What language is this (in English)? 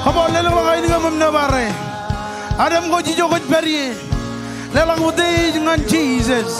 Marshallese